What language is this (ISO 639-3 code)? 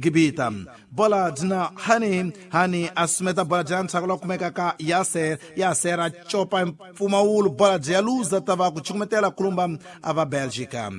tso